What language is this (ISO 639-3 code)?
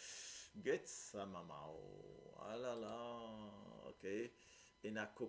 mfe